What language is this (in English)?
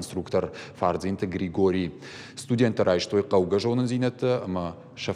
Ossetic